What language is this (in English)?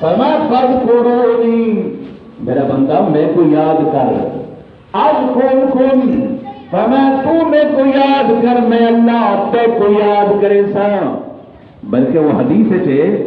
Saraiki